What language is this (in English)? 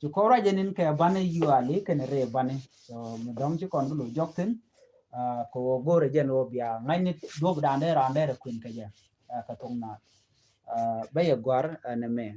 Nuer